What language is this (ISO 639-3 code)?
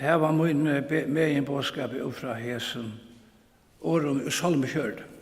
fao